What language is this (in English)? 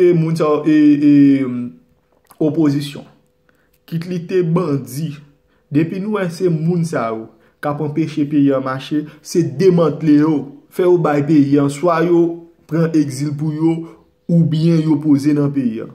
Haitian Creole